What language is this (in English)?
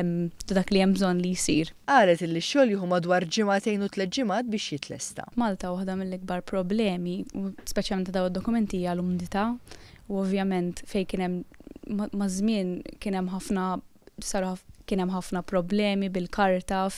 Maltese